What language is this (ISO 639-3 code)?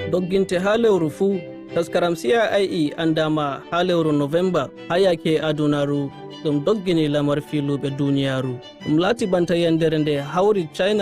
fuv